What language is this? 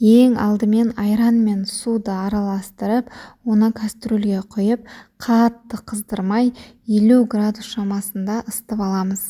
Kazakh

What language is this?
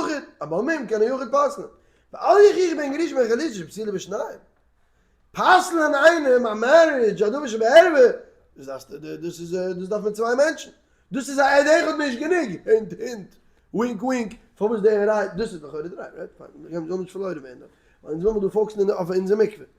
Yiddish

